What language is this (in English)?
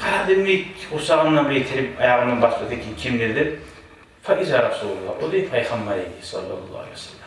Kumyk